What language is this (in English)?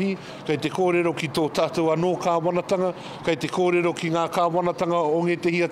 Māori